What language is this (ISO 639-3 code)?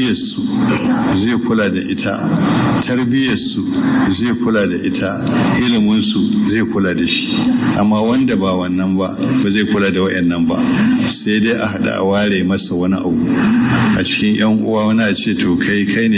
hau